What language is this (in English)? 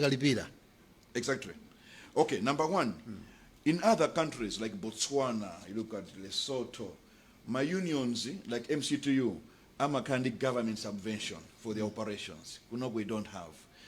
Nyanja